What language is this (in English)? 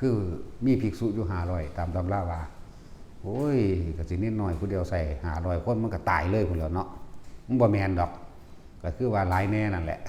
Northeastern Thai